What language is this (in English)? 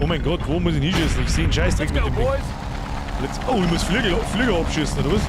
Bavarian